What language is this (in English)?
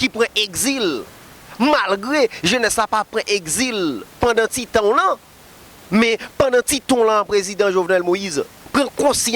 Haitian Creole